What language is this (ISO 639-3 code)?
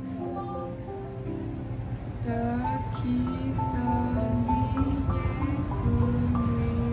ksw